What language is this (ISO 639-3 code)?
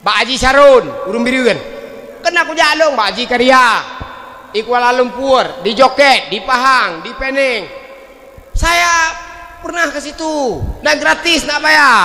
ace